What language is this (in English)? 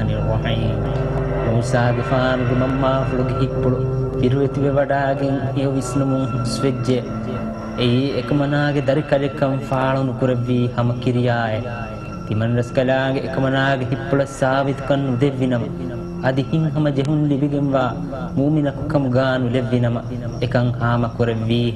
Divehi